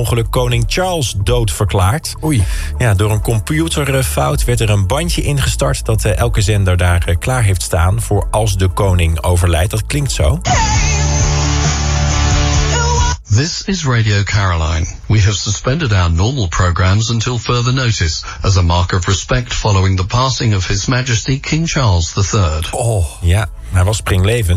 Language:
Dutch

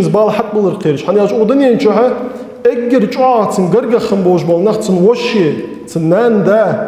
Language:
Ingush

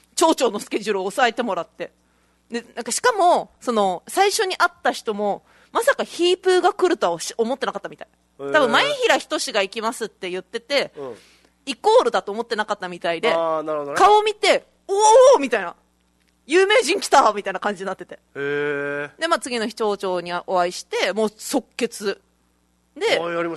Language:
Japanese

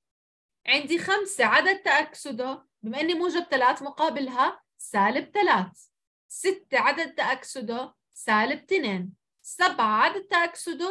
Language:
South Levantine Arabic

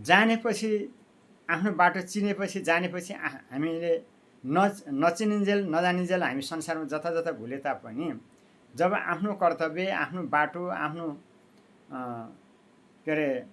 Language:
Nepali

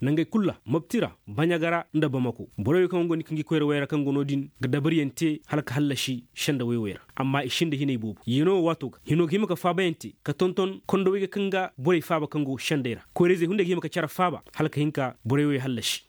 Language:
Koyraboro Senni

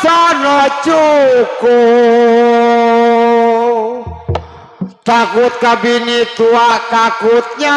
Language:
Betawi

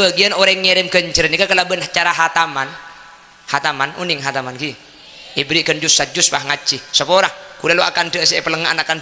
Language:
Madurese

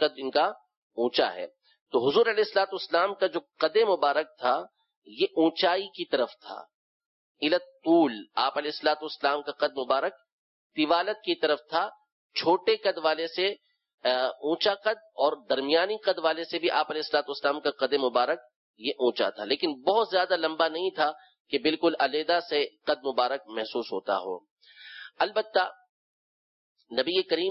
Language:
Urdu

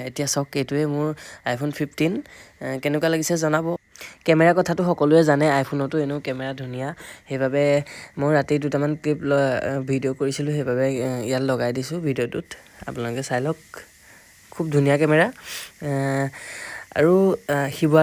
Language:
Assamese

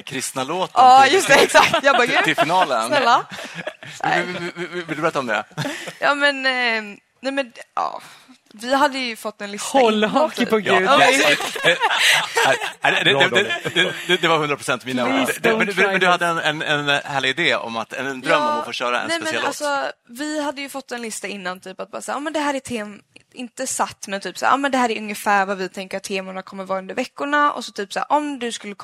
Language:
Swedish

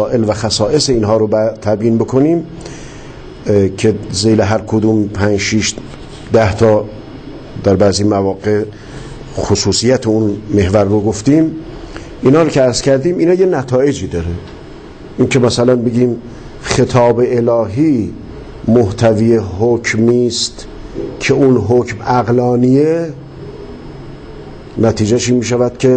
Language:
Persian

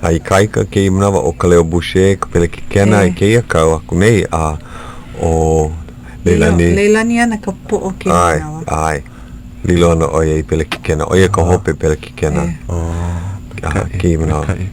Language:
Hawaiian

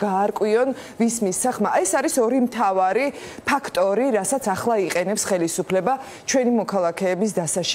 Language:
Georgian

